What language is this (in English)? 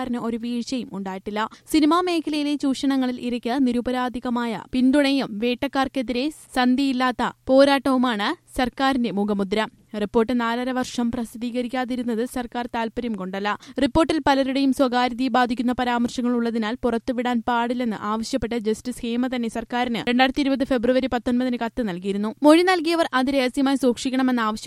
Malayalam